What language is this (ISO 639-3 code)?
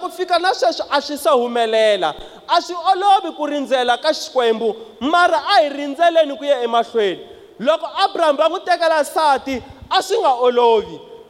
tso